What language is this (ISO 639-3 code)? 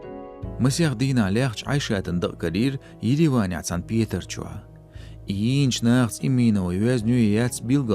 che